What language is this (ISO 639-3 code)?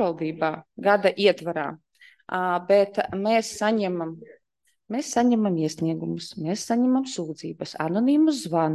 lav